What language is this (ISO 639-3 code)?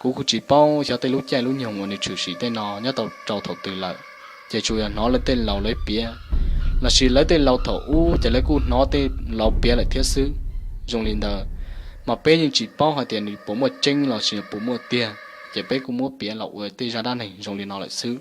hmn